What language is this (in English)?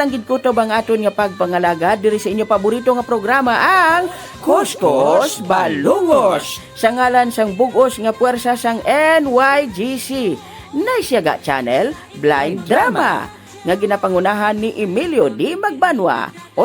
Hiligaynon